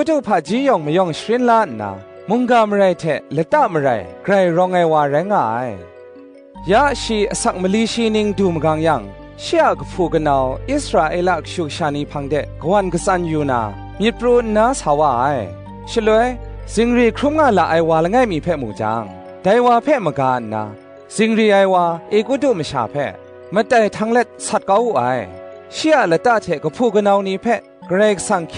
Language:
Kachin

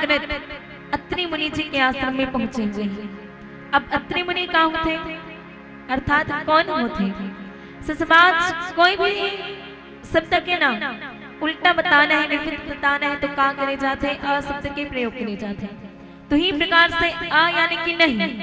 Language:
Chhattisgarhi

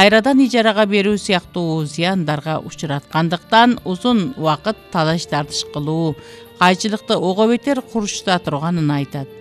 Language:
Kyrgyz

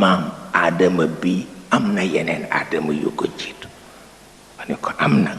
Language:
Wolof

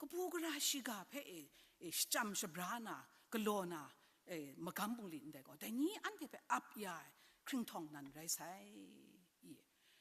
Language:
Kachin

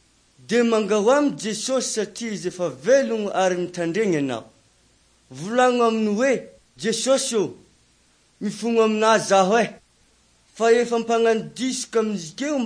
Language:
Malagasy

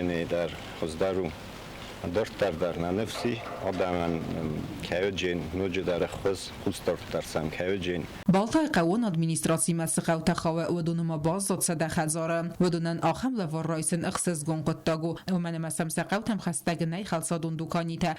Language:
Ossetic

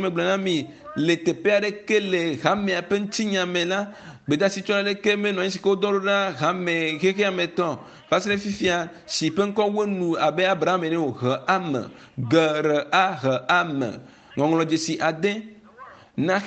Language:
Ewe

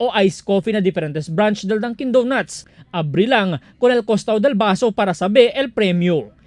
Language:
Chavacano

